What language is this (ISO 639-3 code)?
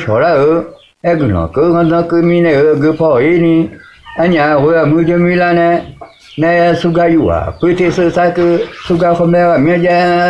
ahk